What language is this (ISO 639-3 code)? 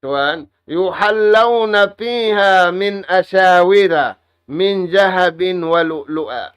tsg